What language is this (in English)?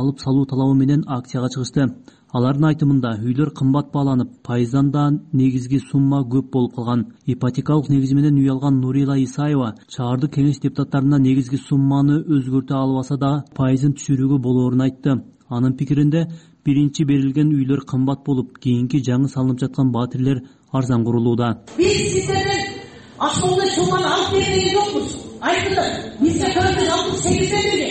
Kyrgyz